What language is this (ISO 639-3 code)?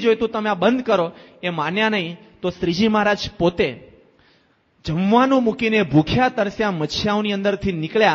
guj